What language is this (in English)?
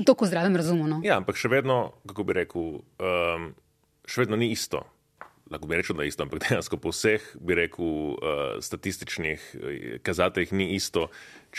Slovenian